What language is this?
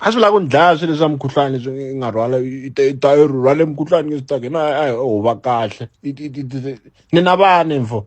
Tsonga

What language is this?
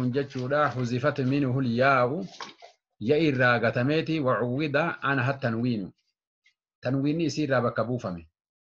Oromo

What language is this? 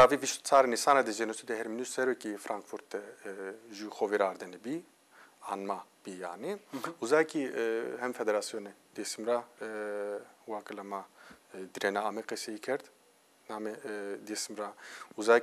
Zaza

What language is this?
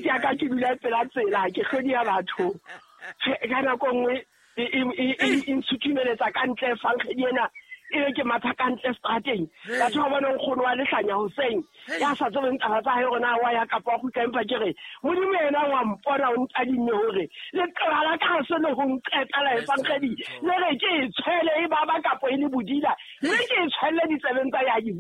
Southern Sotho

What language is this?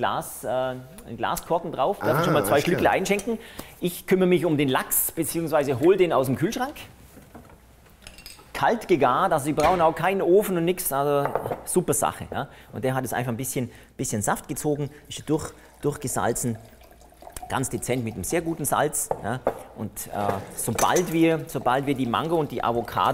German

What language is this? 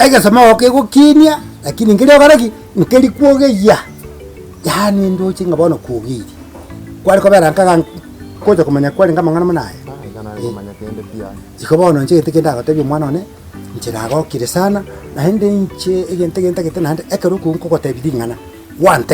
Gusii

